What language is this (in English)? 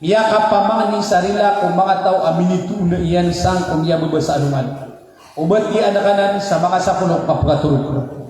Maranao